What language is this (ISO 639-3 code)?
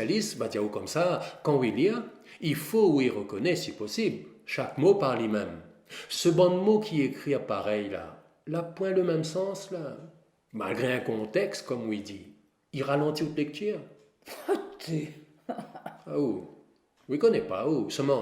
rcf